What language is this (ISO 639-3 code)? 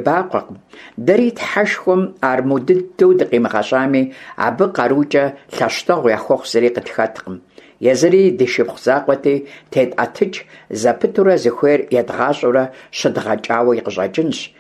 kbd